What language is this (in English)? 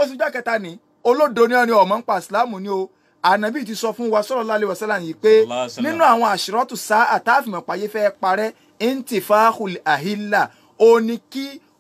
Yoruba